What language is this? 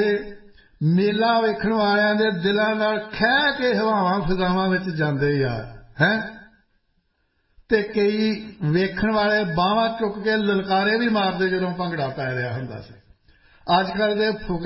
Punjabi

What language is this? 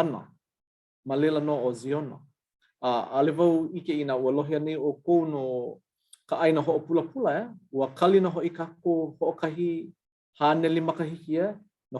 Hawaiian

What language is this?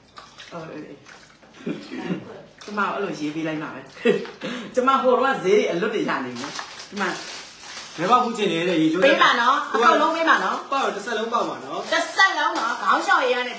Burmese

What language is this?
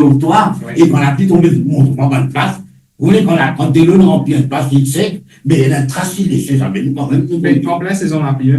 Morisyen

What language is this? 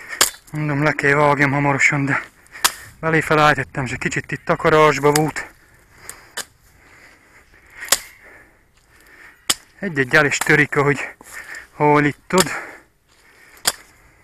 Hungarian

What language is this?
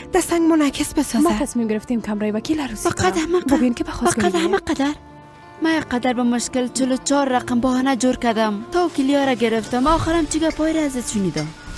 Persian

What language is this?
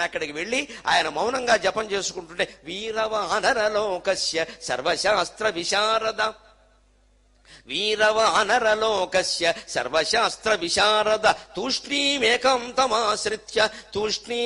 Telugu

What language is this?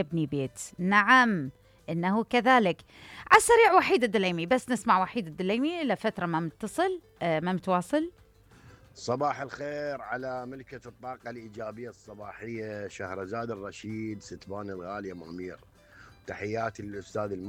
Mesopotamian Arabic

